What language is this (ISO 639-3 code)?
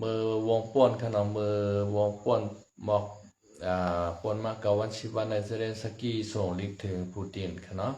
shn